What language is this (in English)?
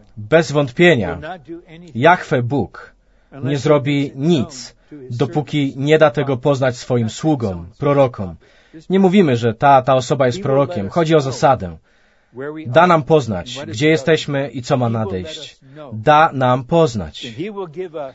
Polish